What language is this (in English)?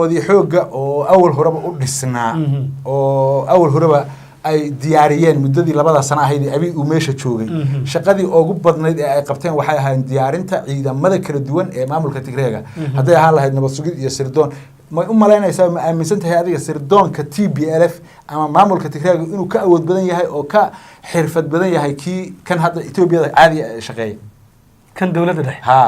Somali